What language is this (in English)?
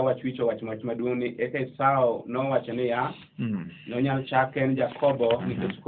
Luo (Kenya and Tanzania)